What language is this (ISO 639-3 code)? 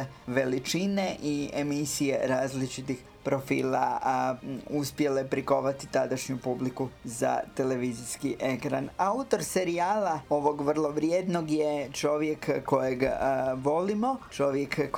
hrv